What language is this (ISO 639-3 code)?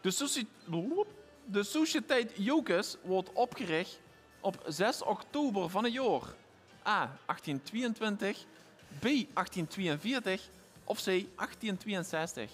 lim